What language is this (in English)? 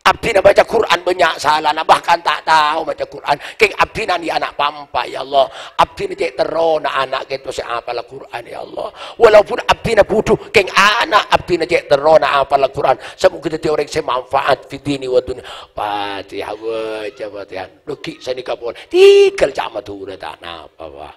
Madurese